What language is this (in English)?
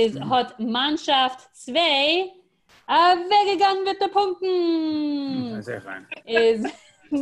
Yiddish